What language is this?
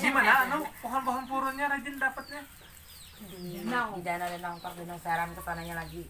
Banjar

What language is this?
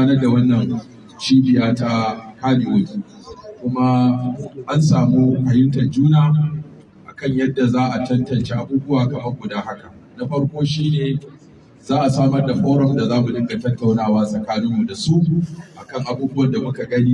Hausa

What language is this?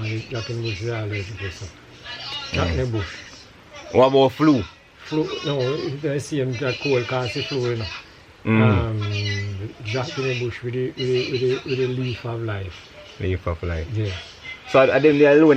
Jamaican Creole English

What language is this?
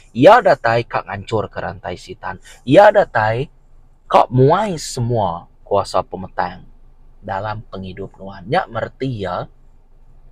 Iban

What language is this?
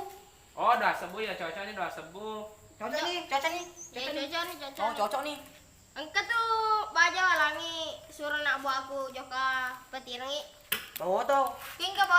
Buginese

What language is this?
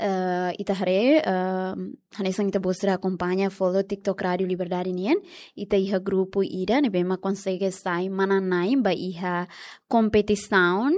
Tetum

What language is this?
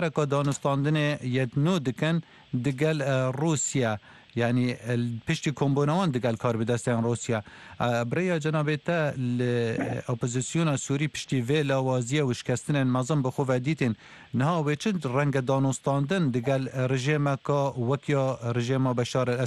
Kurdish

